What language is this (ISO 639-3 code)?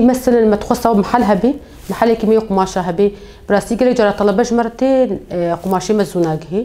kur